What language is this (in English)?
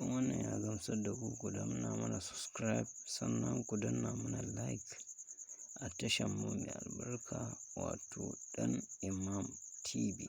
Hausa